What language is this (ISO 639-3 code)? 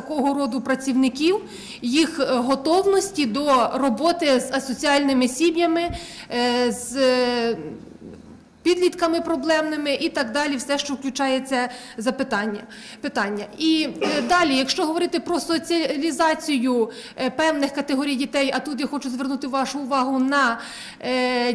ukr